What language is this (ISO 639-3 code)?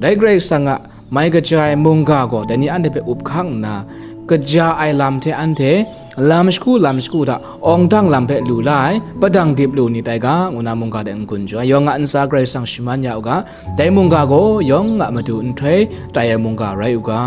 kac